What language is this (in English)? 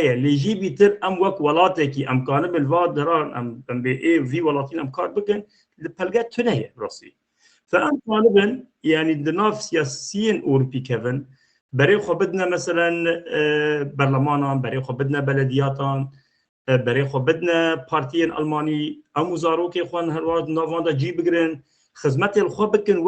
Kurdish